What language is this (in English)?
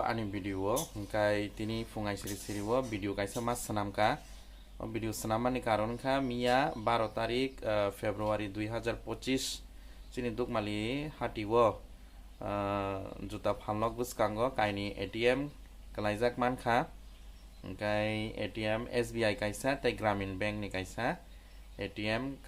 Kok Borok